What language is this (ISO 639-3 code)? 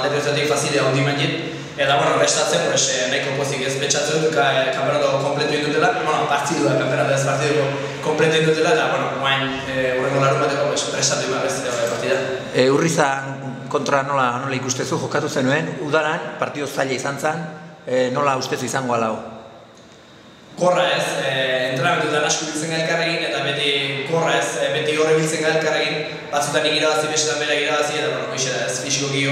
eus